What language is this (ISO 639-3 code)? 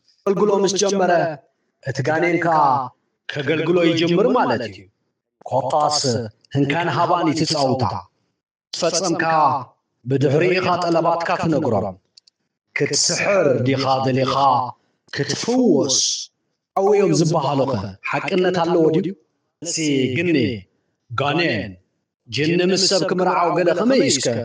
tir